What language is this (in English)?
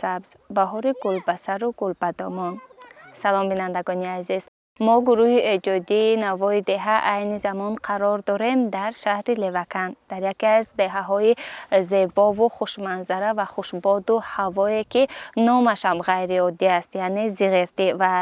Tajik